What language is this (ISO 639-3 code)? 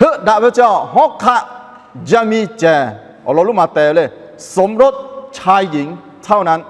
lhu